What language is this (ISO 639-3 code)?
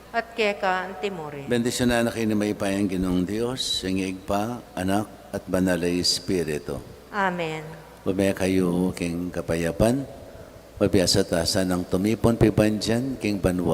pam